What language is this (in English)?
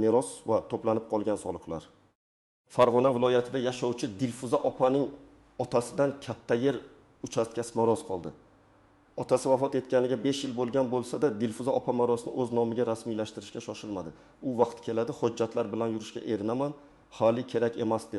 Uzbek